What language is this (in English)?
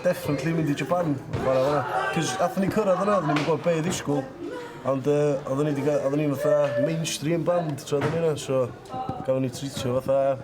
Welsh